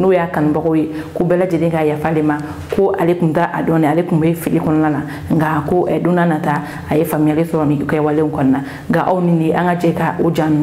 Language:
Bambara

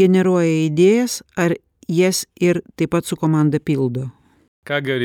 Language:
Lithuanian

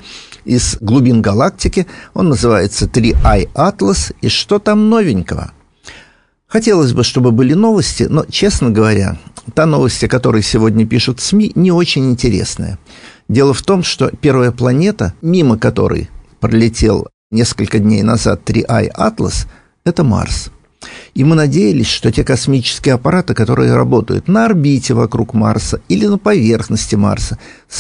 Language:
Russian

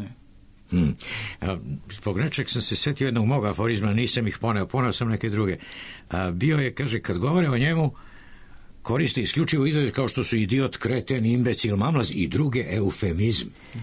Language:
Serbian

